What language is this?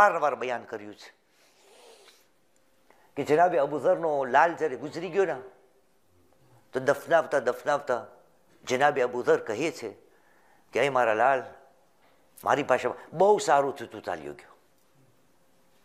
Gujarati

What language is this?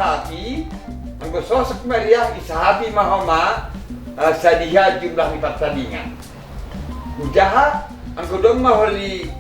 Batak Simalungun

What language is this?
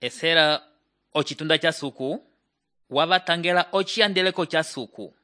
Umbundu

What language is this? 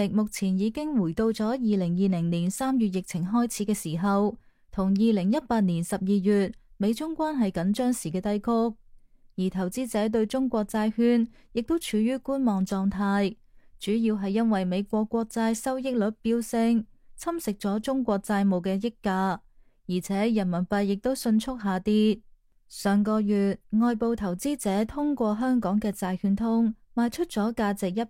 Cantonese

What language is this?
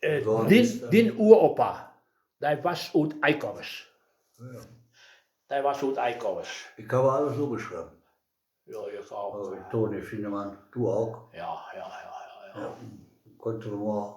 Westphalien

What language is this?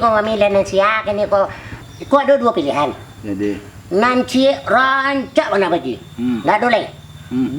Minangkabau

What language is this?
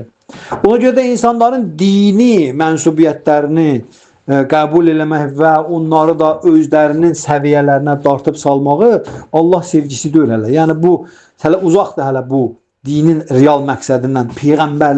Azerbaijani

